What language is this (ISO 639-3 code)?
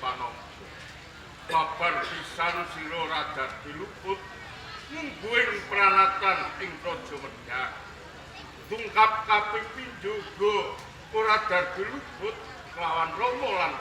jav